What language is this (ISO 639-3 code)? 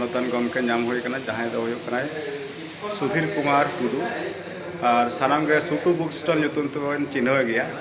sat